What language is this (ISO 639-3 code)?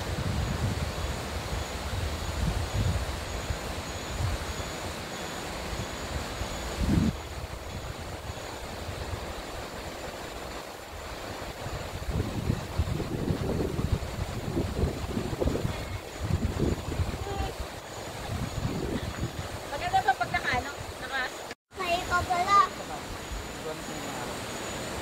fil